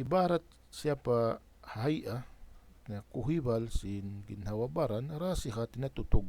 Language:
Tausug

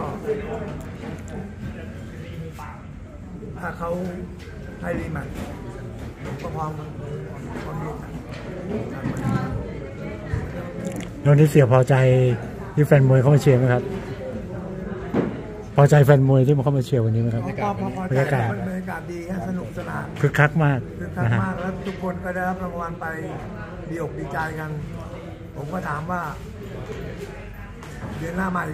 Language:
Thai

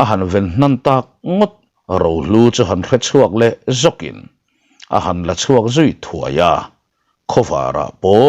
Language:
Mizo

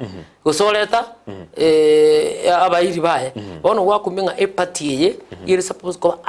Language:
Gusii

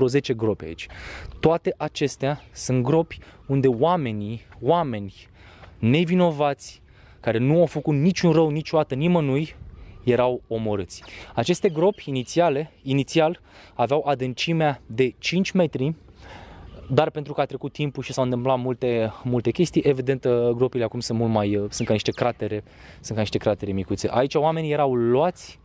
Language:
Romanian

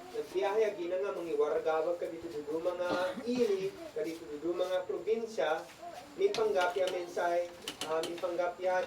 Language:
Isnag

